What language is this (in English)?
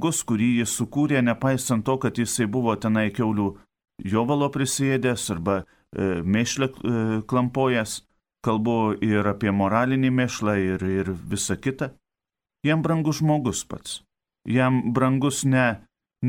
Lithuanian